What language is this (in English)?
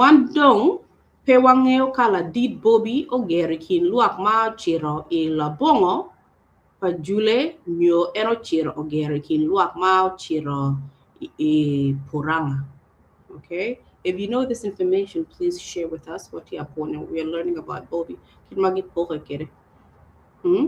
Acoli